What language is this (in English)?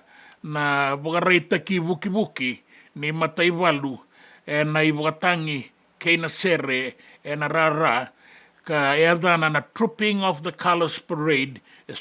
Fijian